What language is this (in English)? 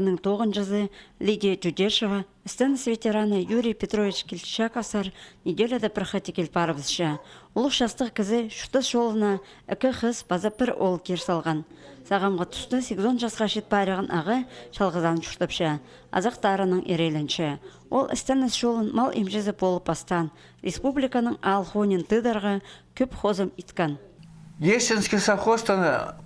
Khakas